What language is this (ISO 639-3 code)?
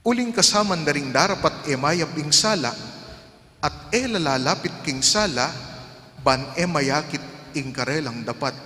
pam